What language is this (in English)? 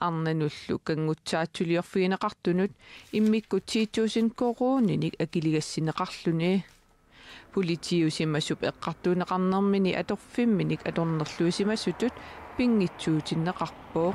Kalaallisut